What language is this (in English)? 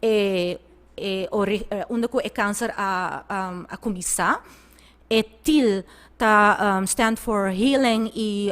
Papiamento